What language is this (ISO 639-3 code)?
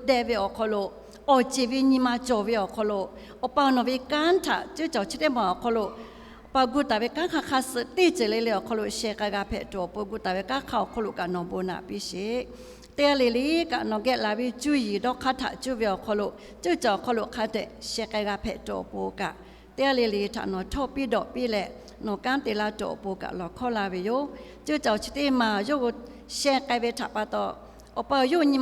lhu